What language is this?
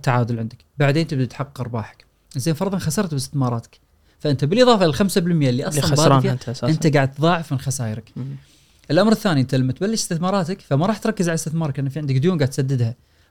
Gulf Arabic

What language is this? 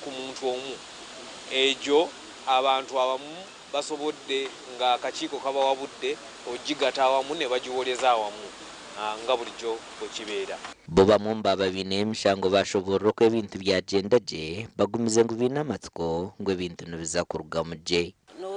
Nyankole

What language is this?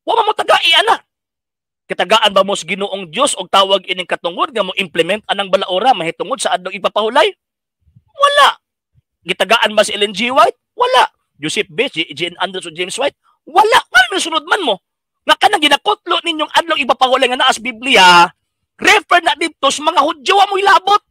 Cebuano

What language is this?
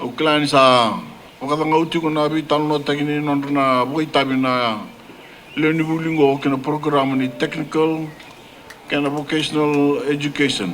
Fijian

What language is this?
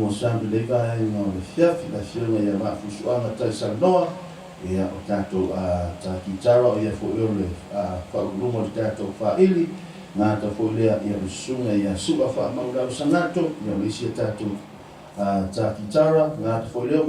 Samoan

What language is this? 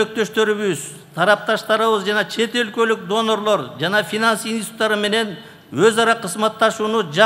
Kyrgyz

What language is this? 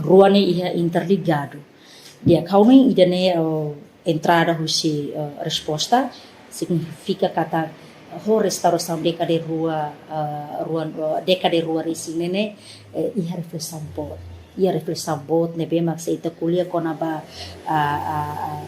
Tetum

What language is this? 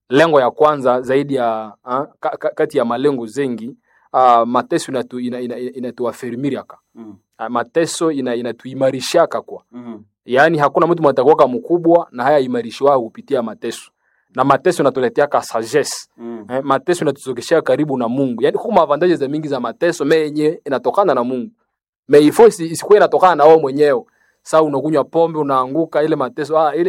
Swahili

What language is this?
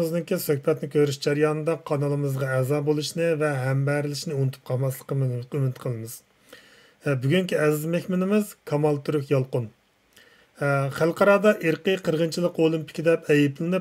Uyghur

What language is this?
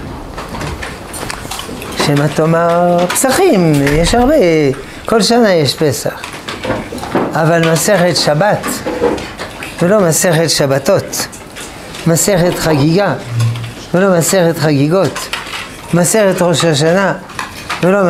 Hebrew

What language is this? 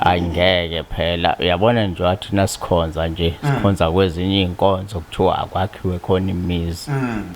Zulu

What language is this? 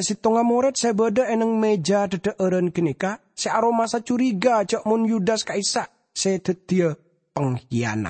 Madurese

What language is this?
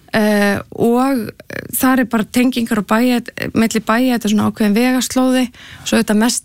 Icelandic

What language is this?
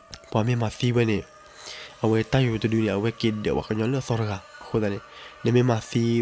S'gaw Karen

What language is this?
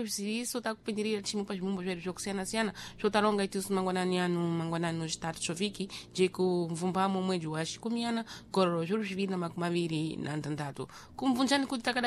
Sena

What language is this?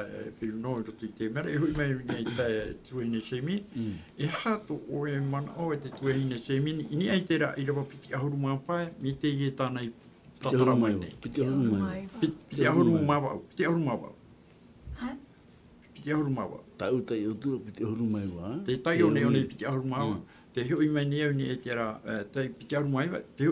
Tahitian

